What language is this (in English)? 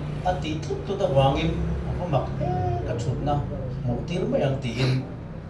Mizo